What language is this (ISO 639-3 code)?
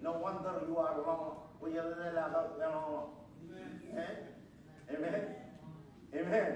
mah